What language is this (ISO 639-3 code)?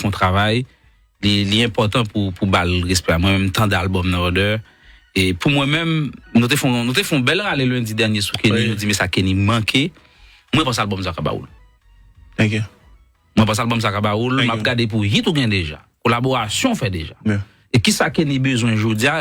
hat